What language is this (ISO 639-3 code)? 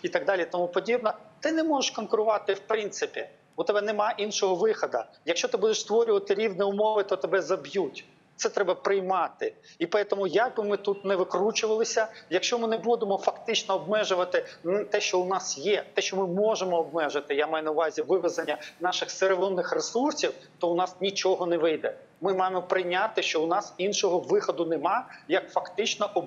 ukr